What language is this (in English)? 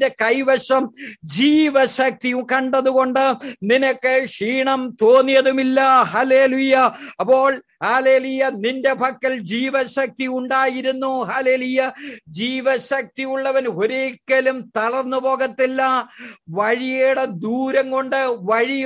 Malayalam